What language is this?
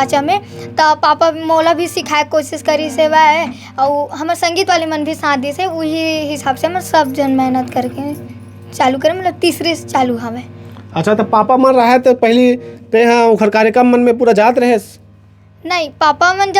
Chhattisgarhi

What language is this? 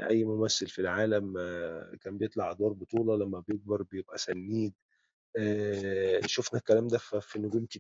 Egyptian Arabic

